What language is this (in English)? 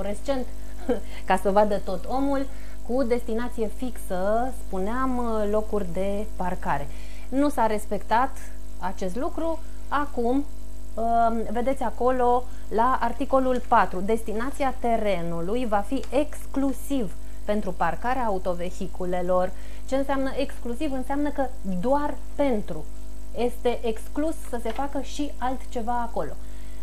Romanian